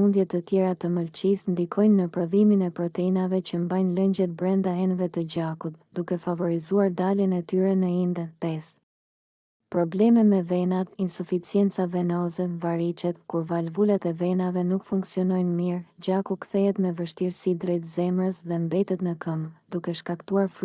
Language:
Albanian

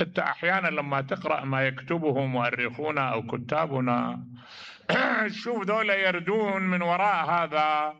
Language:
Mesopotamian Arabic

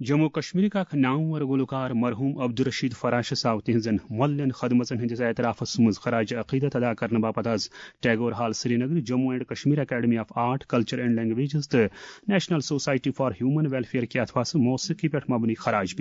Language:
Kashmiri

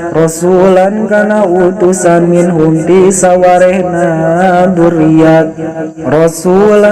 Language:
Sundanese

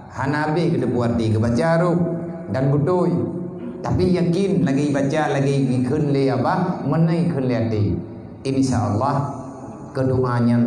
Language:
Achinese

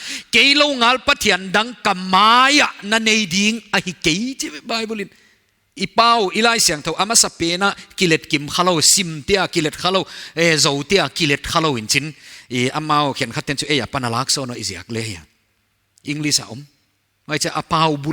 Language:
Paite Chin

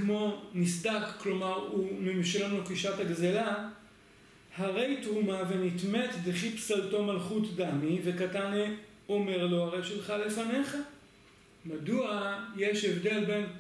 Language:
Hebrew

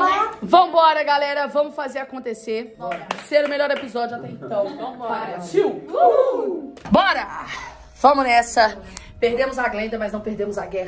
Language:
Portuguese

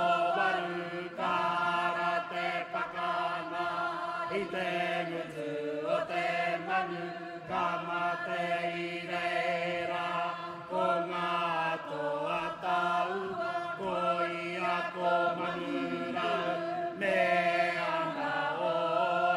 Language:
Māori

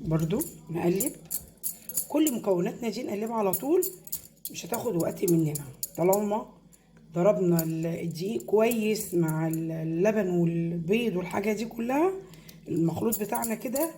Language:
Egyptian Arabic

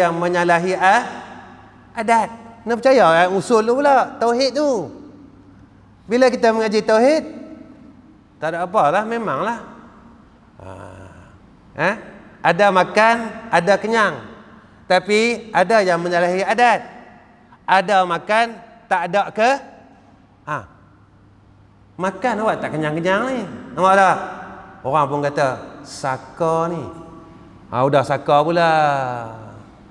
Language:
Malay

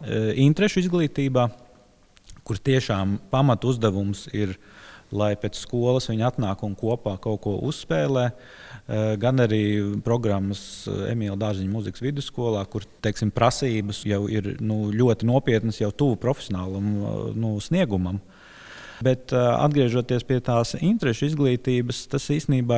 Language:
Latvian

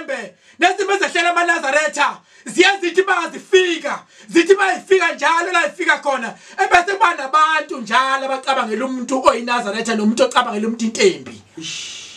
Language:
Zulu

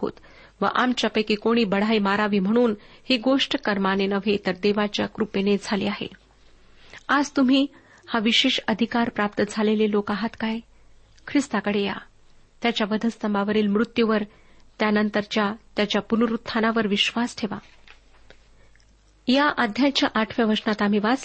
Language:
Marathi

